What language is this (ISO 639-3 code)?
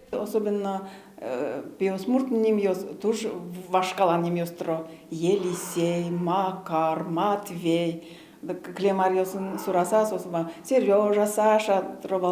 udm